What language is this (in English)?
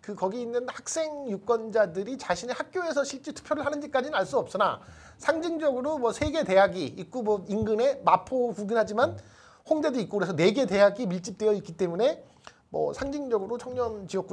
Korean